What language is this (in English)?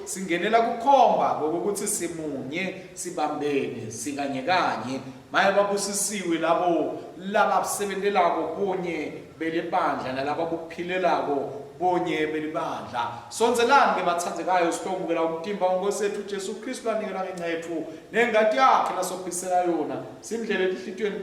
Swati